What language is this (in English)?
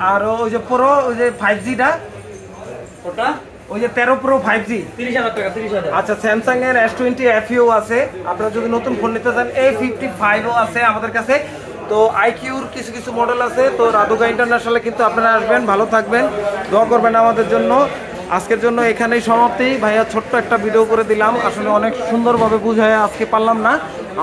Bangla